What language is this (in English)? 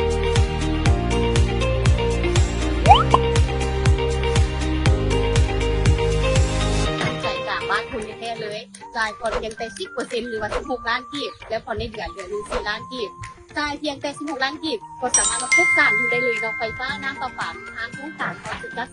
Lao